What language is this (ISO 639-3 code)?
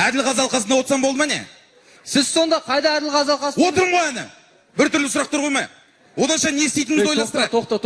kaz